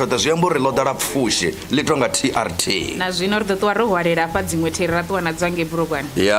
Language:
Venda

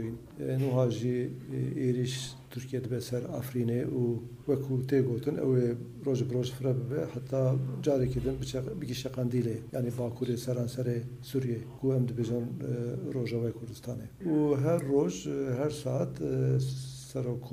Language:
Kurdish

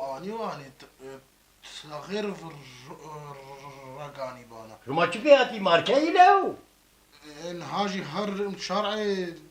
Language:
Kurdish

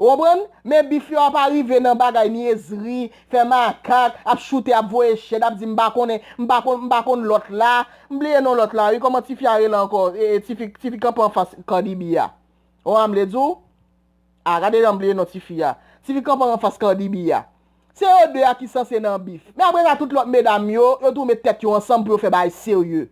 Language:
Haitian Creole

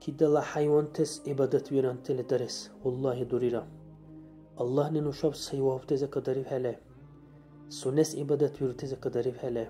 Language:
Dargwa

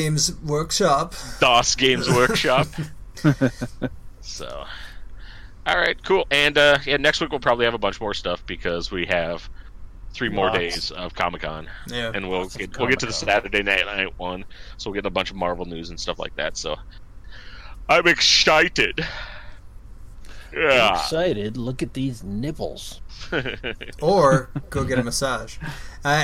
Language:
English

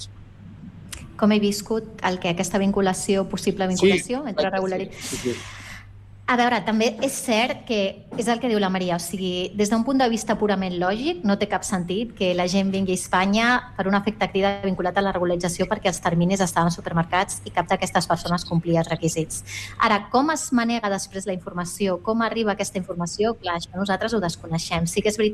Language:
Catalan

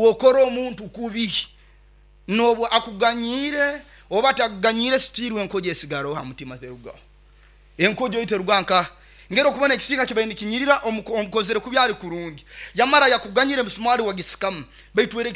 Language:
Nyoro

